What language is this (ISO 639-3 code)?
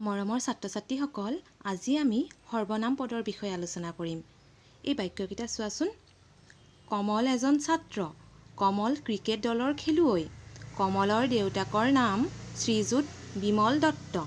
asm